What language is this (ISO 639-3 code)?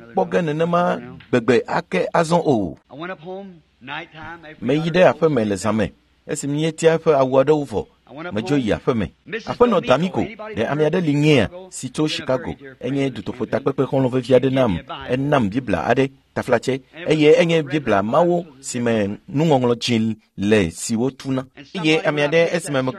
ewe